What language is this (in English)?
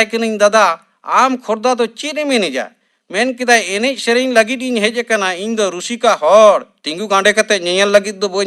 Santali